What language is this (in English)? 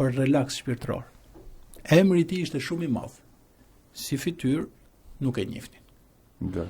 Albanian